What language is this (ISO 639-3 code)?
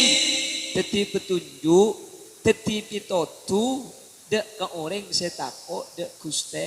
mad